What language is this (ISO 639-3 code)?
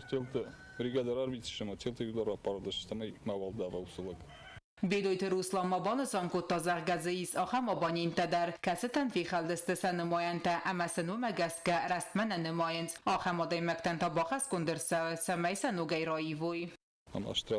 oss